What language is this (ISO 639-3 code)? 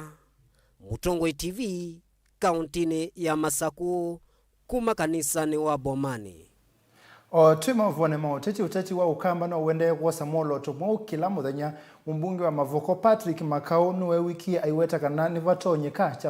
kam